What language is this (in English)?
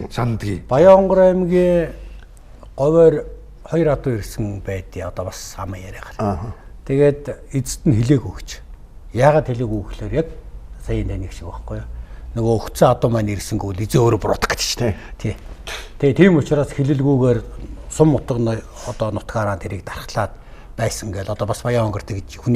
Mongolian